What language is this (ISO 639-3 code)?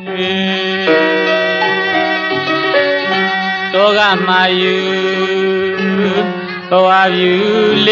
mya